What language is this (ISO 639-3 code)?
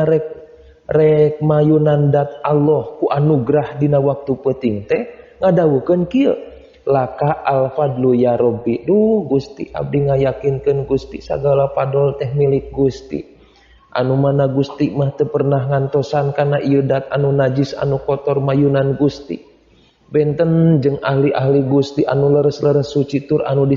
sun